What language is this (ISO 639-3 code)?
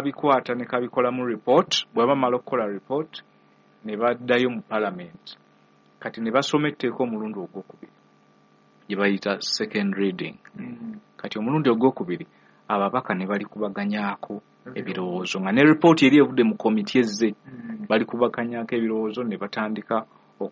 lug